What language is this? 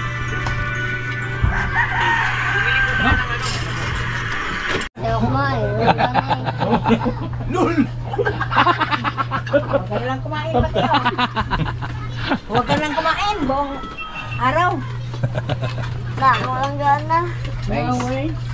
Filipino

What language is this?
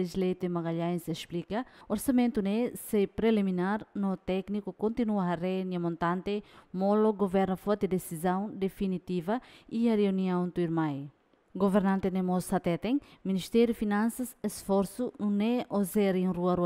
Tetum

